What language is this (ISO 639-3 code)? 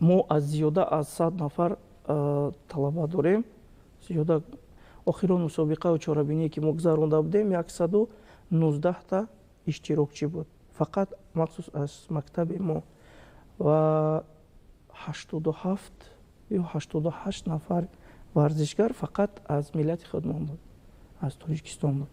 tgk